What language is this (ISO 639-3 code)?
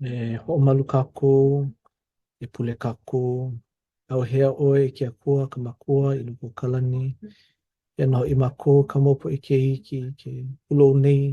haw